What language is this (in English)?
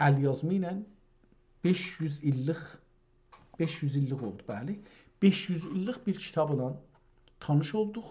South Azerbaijani